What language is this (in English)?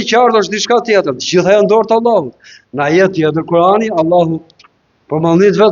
Albanian